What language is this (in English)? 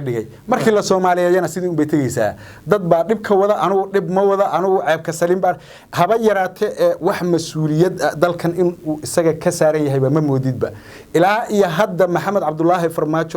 Somali